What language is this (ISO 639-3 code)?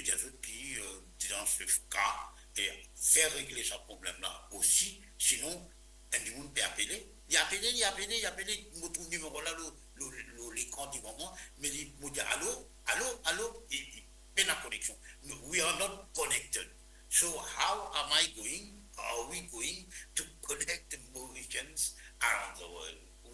mfe